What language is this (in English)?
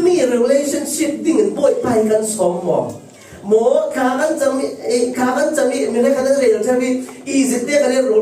Falam Chin